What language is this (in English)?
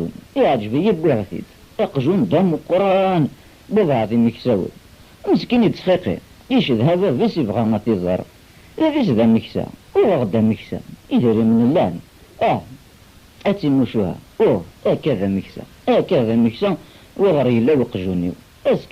Kabyle